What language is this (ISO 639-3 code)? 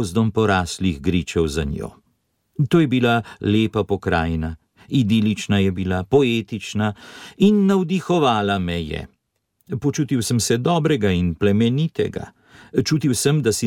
slv